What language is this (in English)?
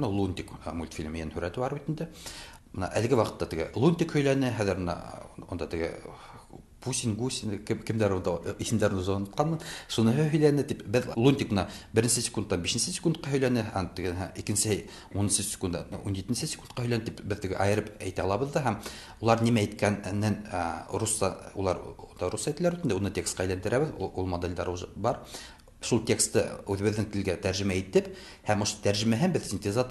Tatar